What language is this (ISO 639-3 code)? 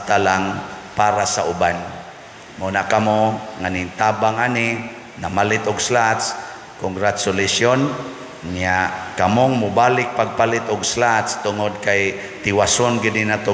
ceb